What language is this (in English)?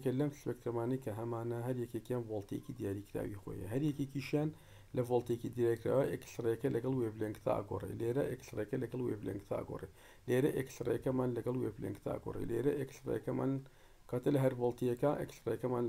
Central Kurdish